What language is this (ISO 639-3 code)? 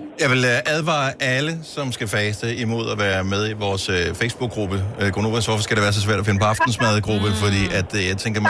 dan